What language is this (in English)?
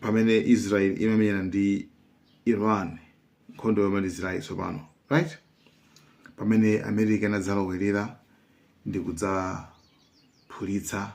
Nyanja